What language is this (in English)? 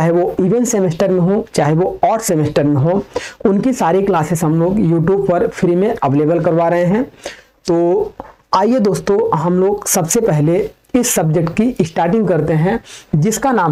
Hindi